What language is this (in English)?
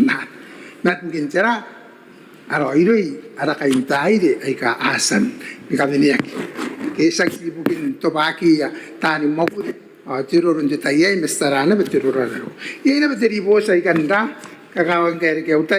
Gilbertese